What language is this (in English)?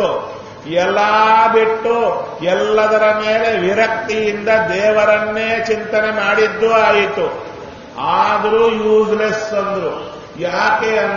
Kannada